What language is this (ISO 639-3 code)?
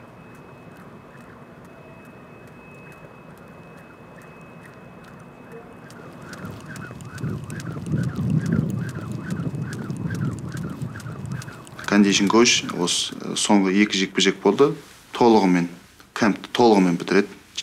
kaz